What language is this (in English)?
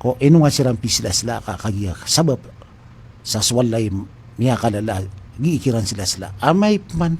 Maranao